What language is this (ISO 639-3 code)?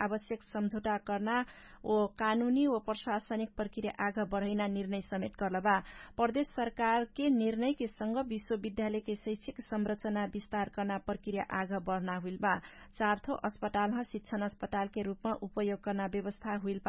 thl